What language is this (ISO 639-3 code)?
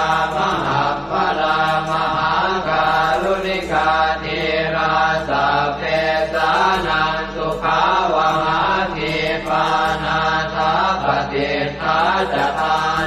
pli